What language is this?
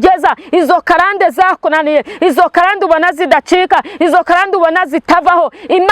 Kinyarwanda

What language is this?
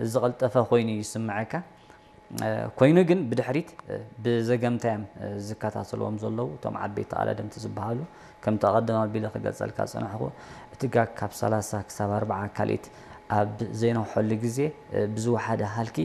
Tigrinya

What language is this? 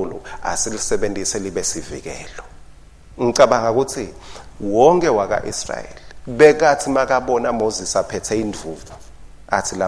Swati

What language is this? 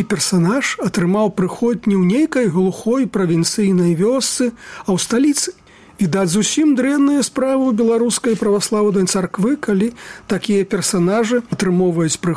Belarusian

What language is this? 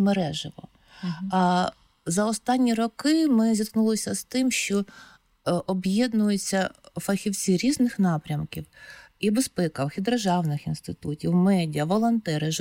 Ukrainian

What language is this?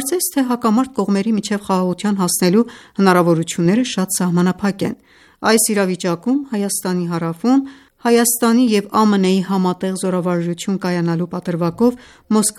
Armenian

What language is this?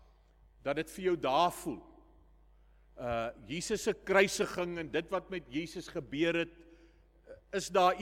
Afrikaans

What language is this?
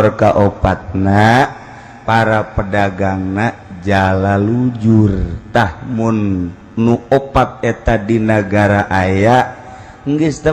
Sundanese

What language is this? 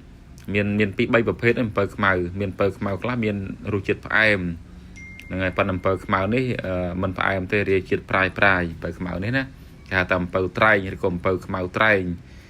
Khmer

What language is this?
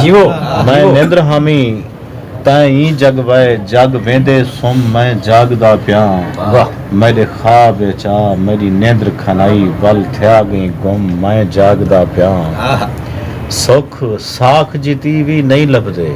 Saraiki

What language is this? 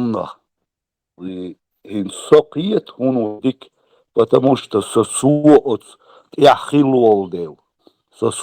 Chechen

